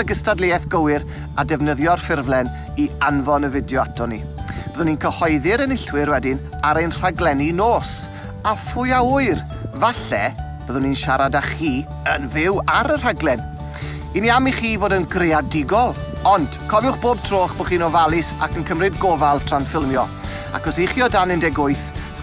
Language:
Welsh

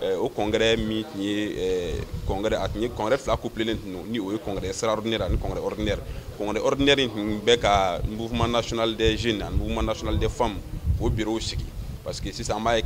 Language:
Bambara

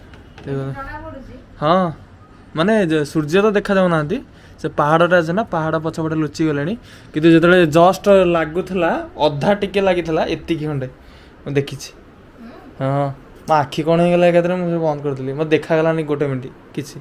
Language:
Odia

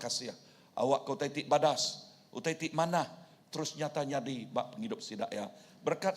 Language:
Iban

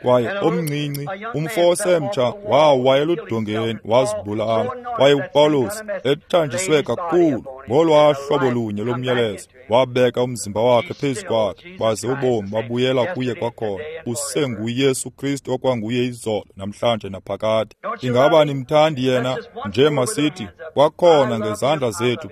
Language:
Xhosa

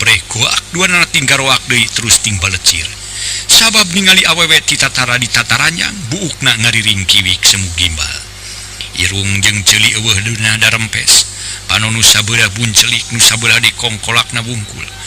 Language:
Sundanese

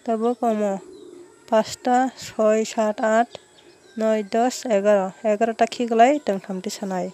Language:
Kok Borok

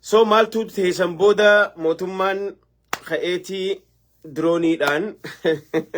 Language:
Oromo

